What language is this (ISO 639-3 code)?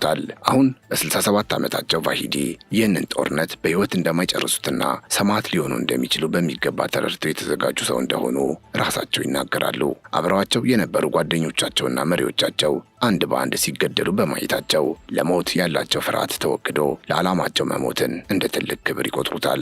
amh